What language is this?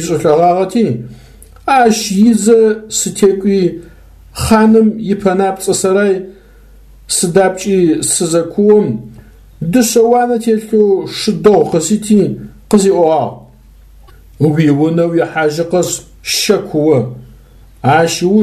Adyghe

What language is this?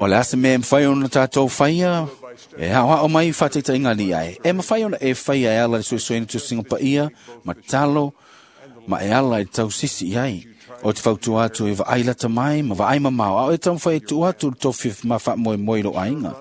Samoan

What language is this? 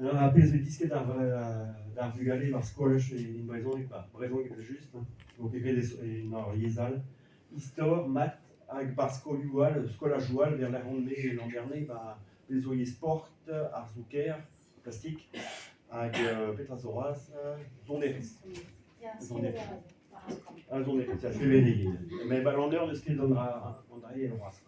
Breton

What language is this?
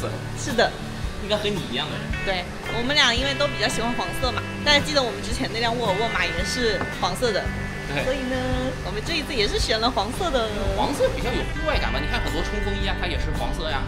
Chinese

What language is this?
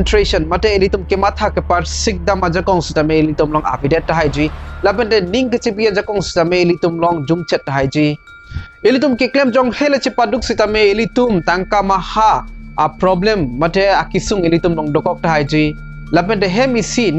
Karbi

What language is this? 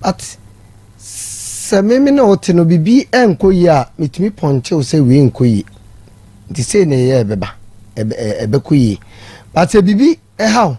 Akan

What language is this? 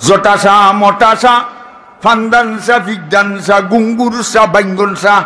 Sylheti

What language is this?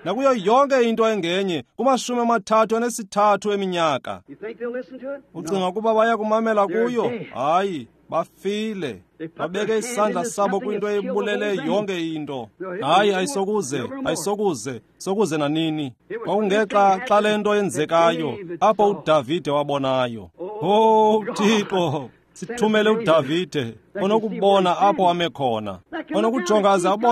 Xhosa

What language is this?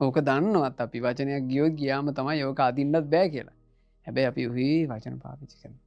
Sinhala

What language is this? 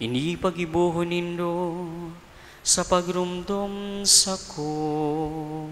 Bikol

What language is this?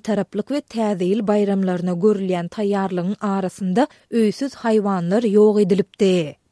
Turkmen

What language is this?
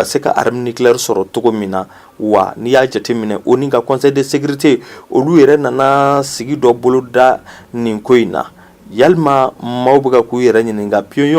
Bambara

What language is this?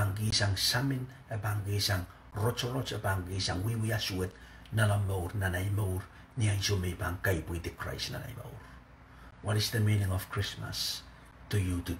Pohnpeian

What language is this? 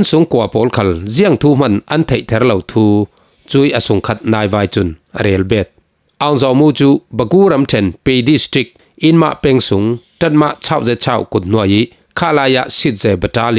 Falam Chin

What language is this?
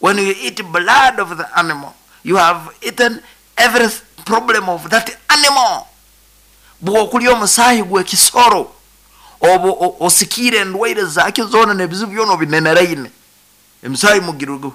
Nyoro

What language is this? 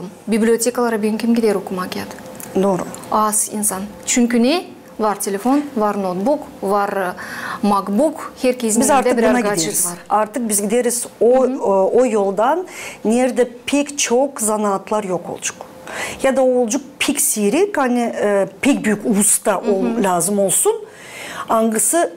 Gagauz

